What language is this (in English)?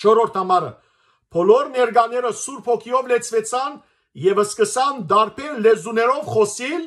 Western Armenian